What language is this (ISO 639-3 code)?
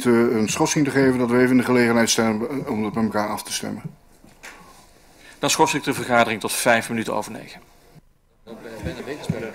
nld